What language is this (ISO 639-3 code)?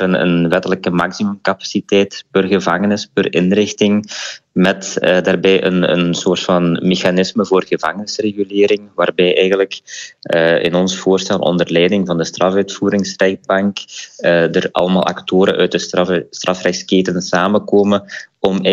nld